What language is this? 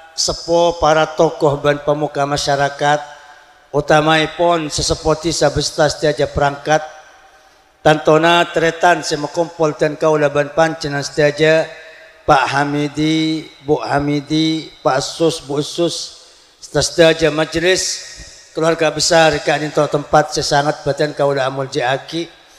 Madurese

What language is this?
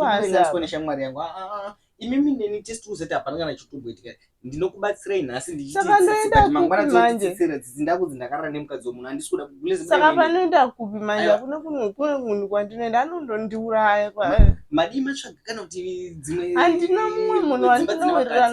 Shona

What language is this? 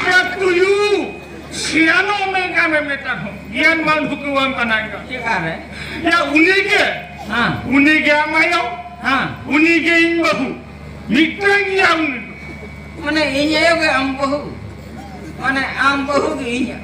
Santali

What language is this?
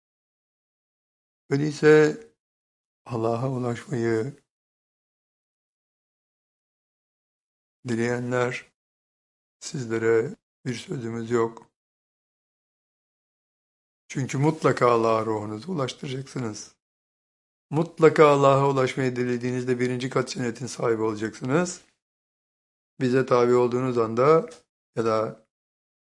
Turkish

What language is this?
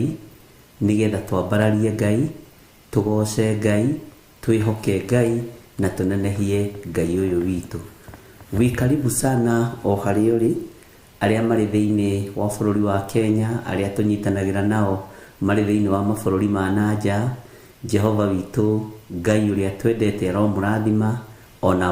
Kikuyu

